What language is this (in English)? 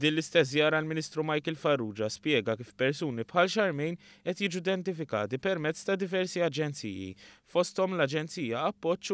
Maltese